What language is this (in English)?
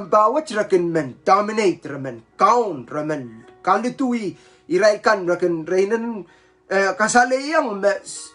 Pohnpeian